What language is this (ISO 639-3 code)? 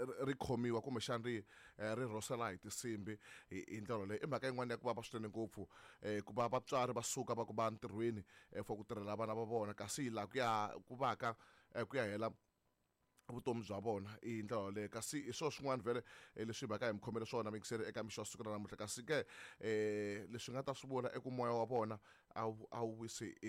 tso